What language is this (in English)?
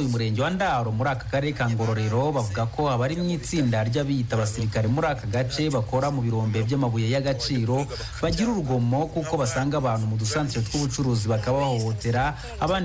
Kinyarwanda